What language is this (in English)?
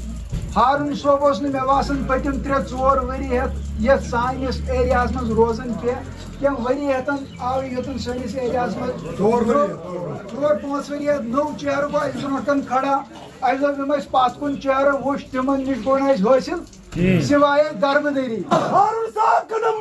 Gujari